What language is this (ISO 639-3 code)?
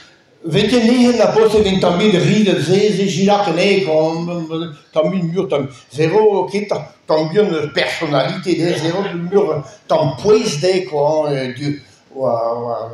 bre